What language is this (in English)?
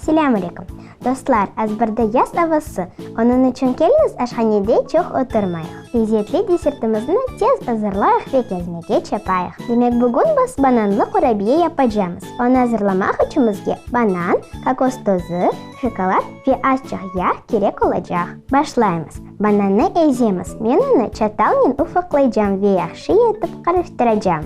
Crimean Tatar